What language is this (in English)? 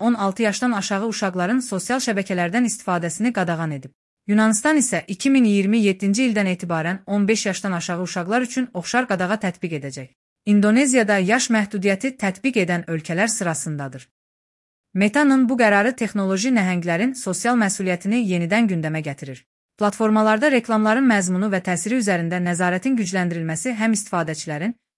Azerbaijani